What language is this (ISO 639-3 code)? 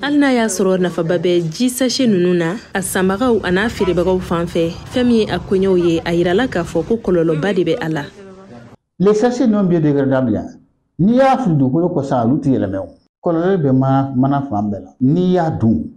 bam